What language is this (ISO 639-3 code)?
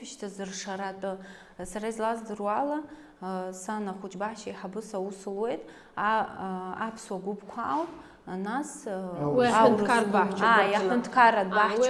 abk